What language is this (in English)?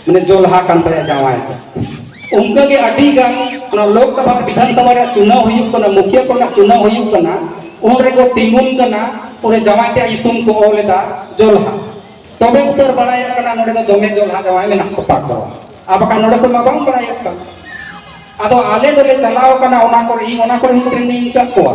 Santali